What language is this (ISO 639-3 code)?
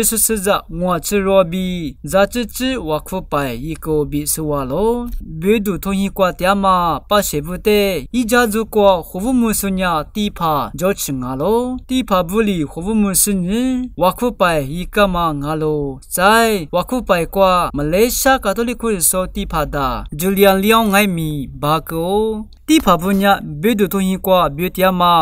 lis